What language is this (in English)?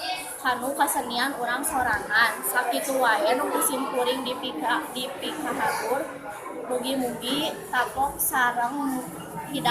Sundanese